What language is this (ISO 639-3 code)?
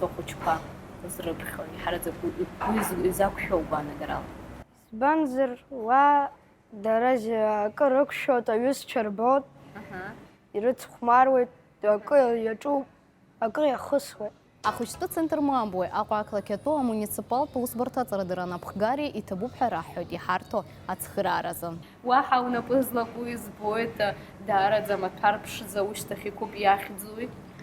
abk